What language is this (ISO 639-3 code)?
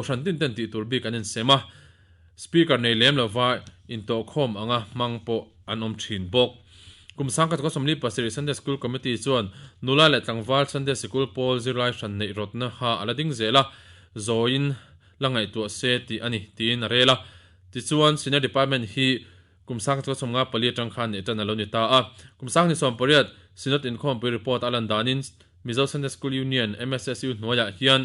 lus